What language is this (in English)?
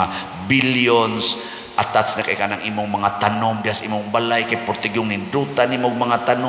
Cebuano